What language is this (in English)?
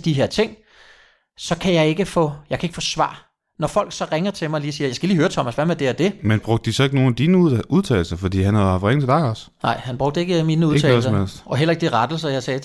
Danish